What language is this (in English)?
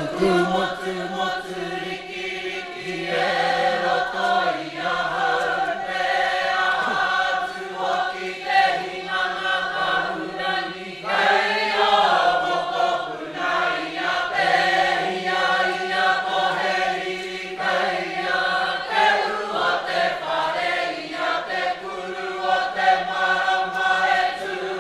Māori